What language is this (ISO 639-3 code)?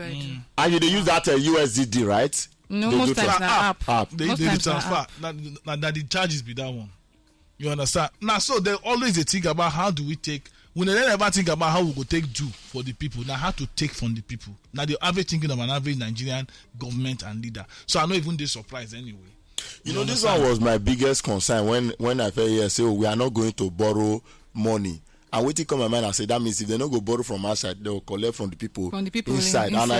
pcm